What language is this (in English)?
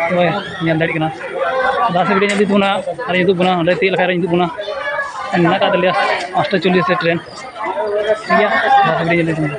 Santali